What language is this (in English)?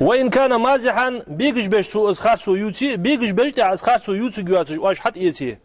Ingush